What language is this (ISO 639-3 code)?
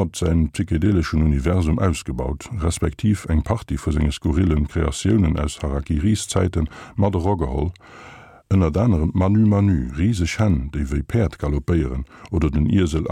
ltz